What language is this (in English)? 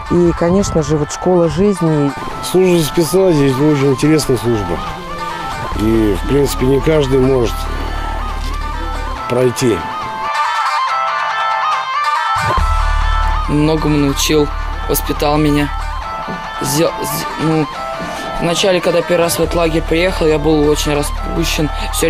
Russian